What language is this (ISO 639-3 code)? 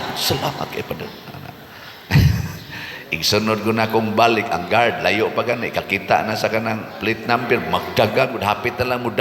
ceb